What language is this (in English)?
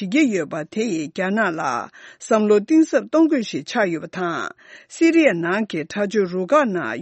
Tibetan